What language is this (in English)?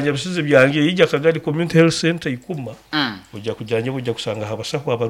Nyoro